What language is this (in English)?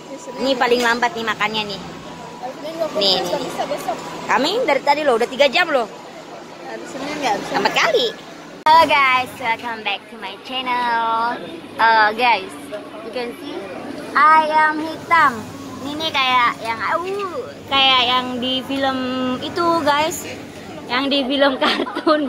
Indonesian